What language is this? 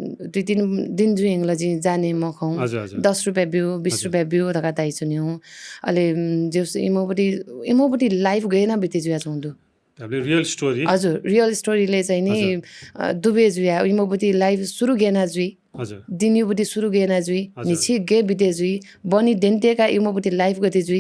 Newari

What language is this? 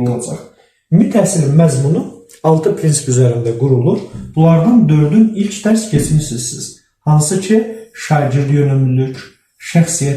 Azerbaijani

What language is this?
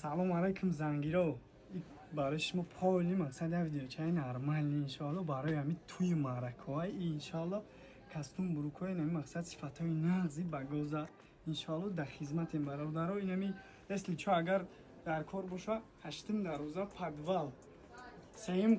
Tajik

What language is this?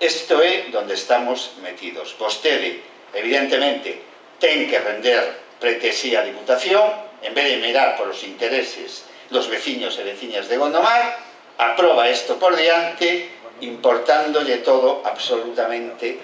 Galician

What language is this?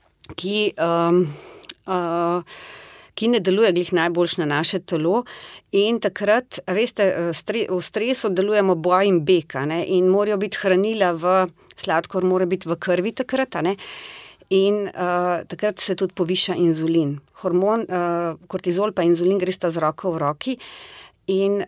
Slovenian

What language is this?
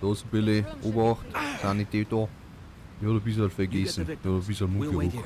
Bavarian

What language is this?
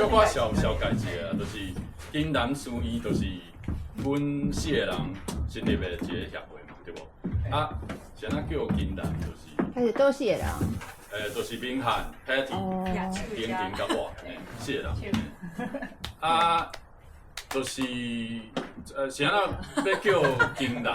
Min Nan Chinese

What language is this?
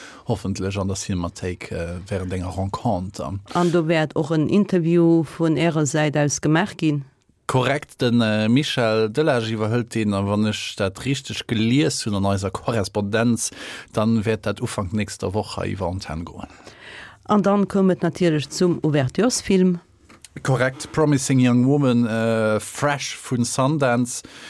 Luxembourgish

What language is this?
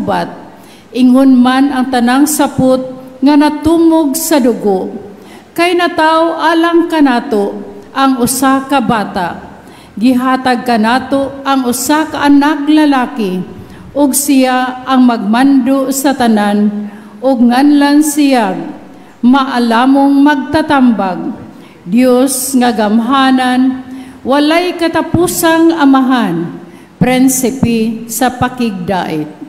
Cebuano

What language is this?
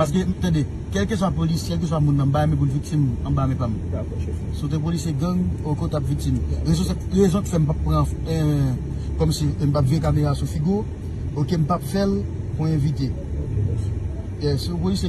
Haitian Creole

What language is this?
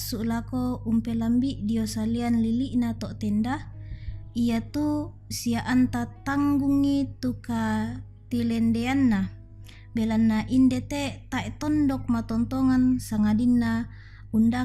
Toraja-Sa'dan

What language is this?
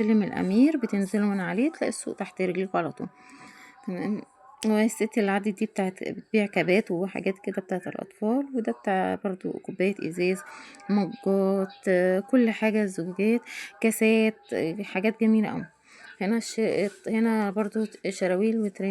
Egyptian Arabic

